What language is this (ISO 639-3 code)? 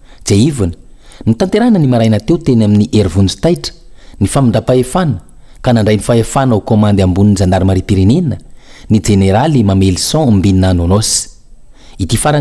mlg